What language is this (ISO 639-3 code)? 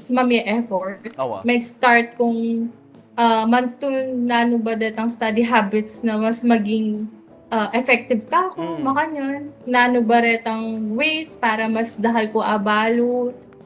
pam